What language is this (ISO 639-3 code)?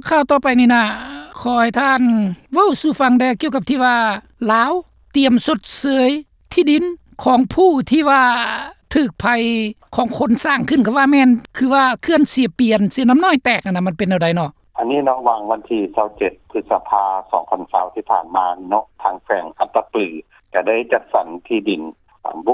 lao